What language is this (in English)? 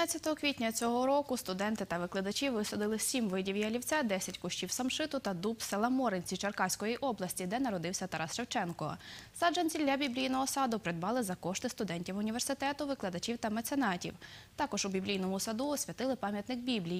Ukrainian